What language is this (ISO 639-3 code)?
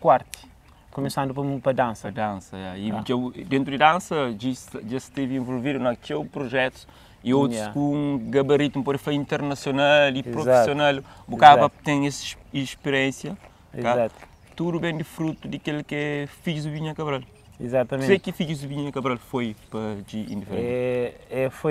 kea